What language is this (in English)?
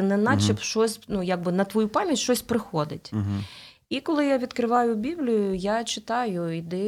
Ukrainian